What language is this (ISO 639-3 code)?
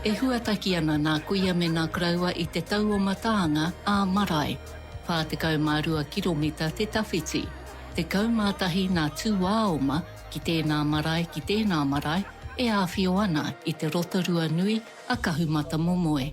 mri